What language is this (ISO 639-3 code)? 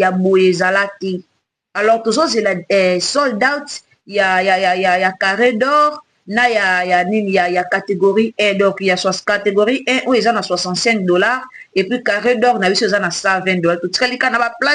lin